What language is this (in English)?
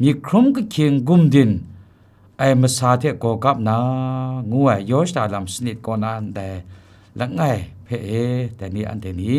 Kachin